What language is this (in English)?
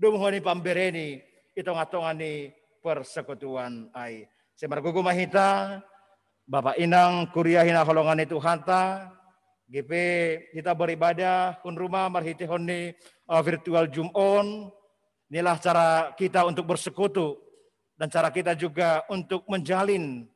Batak Simalungun